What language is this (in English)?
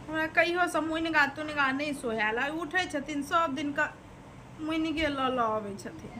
Maithili